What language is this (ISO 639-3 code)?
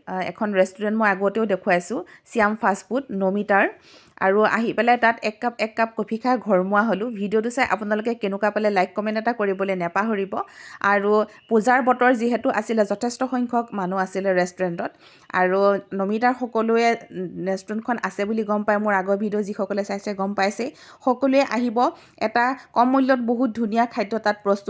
asm